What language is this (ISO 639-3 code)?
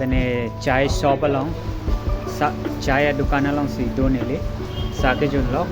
mjw